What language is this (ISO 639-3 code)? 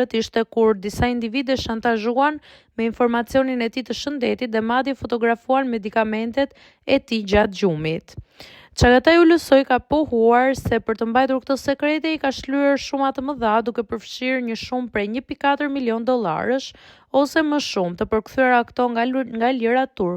sqi